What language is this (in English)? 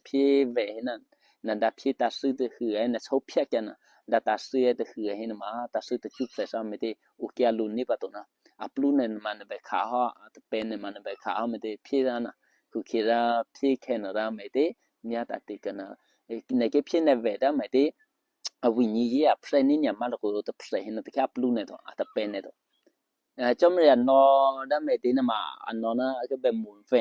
Eastern Kayah